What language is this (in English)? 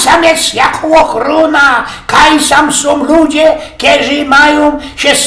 Silesian